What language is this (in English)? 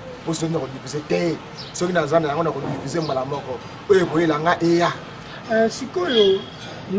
Lingala